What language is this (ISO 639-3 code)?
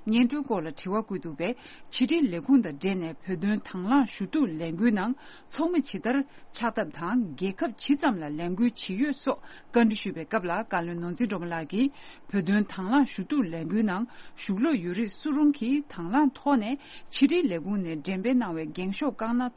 bod